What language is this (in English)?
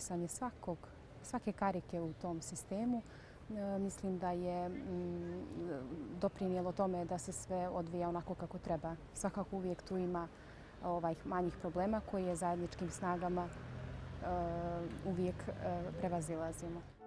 Bosnian